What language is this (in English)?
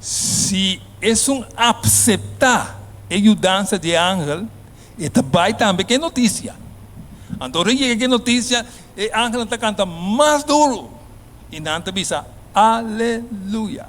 Papiamento